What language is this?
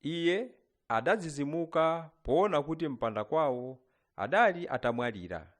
Nyanja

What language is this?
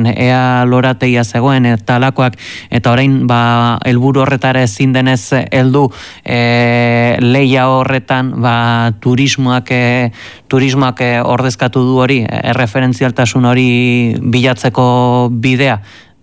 Basque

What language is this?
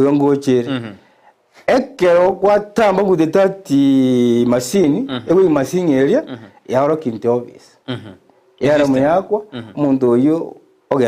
Gusii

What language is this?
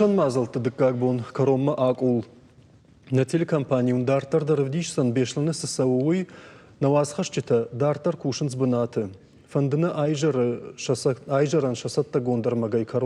Ossetic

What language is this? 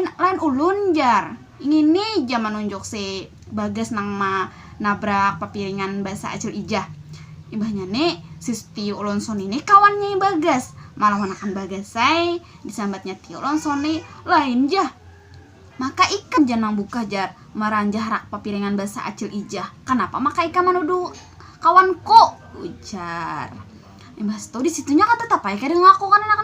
Banjar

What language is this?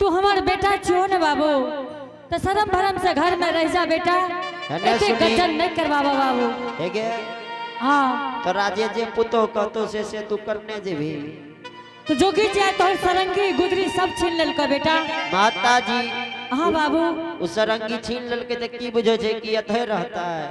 Angika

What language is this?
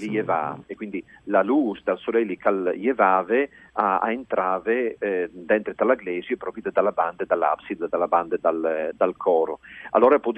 Friulian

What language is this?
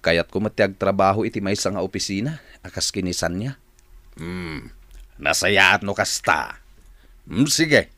Iloko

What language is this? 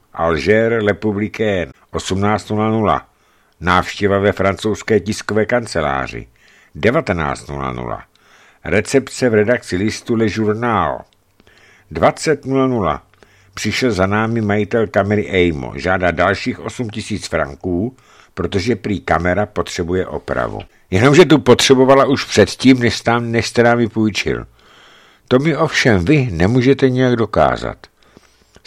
Czech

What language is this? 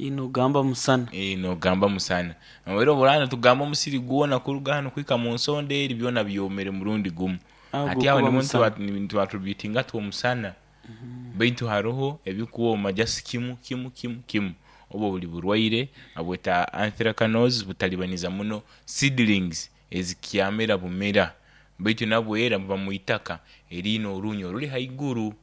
Nyoro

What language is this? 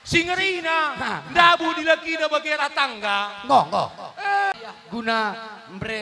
Batak Karo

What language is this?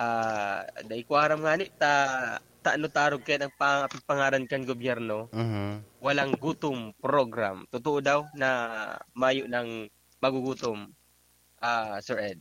Bikol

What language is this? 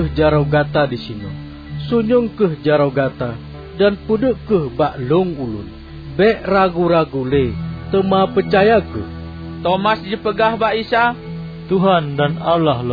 Achinese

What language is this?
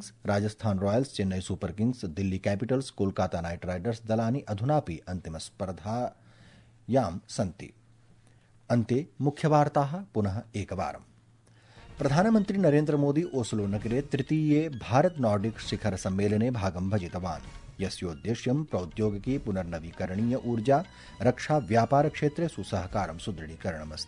Sanskrit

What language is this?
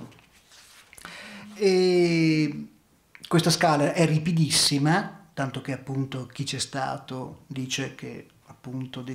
Italian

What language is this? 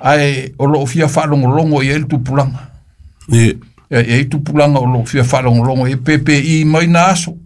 Samoan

